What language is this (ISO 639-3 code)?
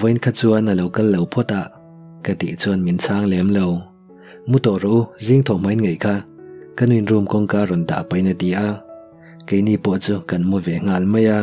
lus